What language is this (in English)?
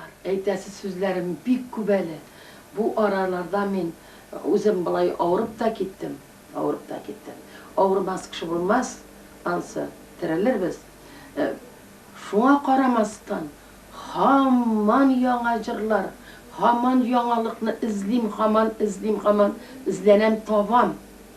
Tatar